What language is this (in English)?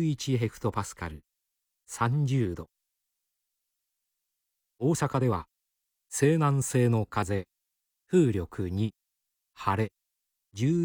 Japanese